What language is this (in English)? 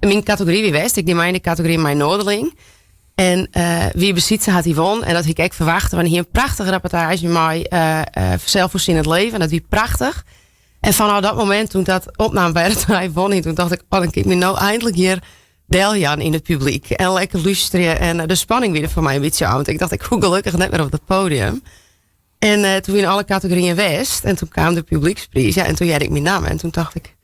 Western Frisian